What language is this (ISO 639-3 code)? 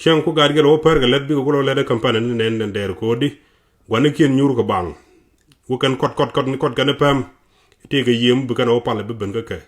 nus